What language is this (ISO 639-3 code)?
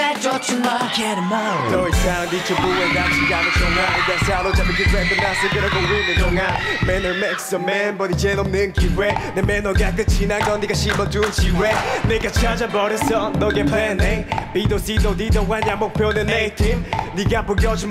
kor